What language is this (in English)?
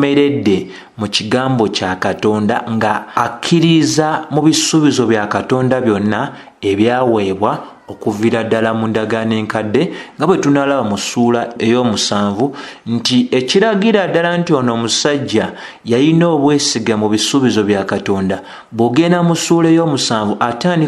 Ganda